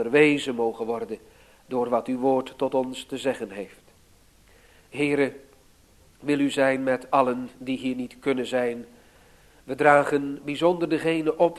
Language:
Dutch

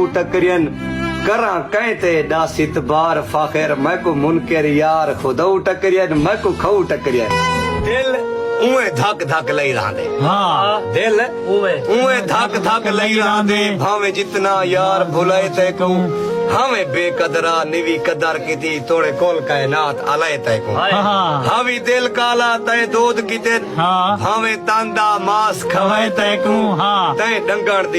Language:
Saraiki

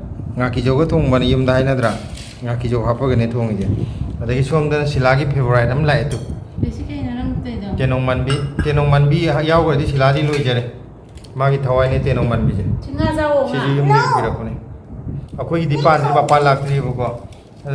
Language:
Manipuri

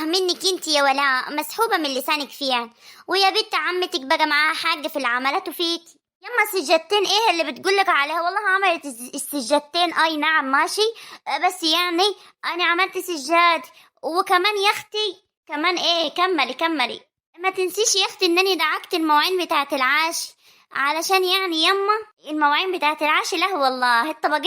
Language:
Egyptian Arabic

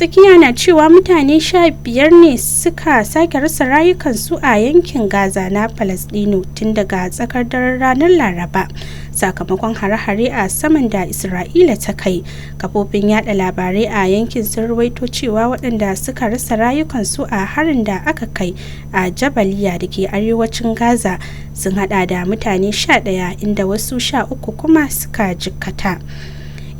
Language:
Hausa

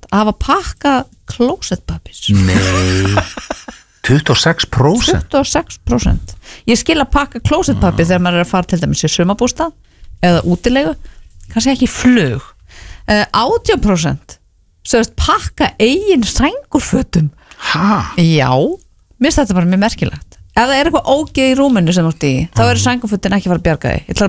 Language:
Icelandic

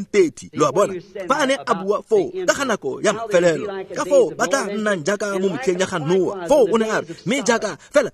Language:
Tswana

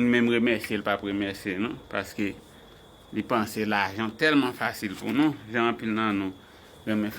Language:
Haitian Creole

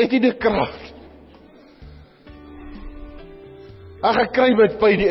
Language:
Afrikaans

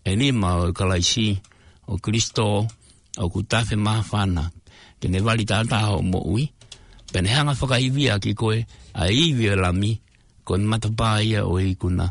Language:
Tongan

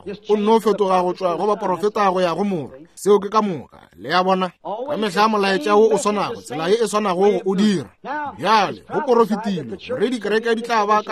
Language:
Northern Sotho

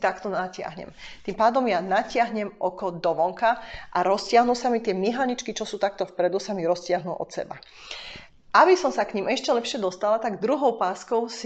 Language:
Slovak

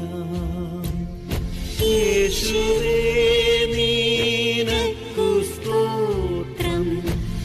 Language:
Malayalam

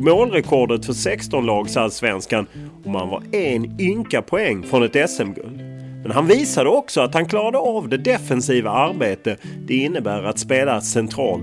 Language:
Swedish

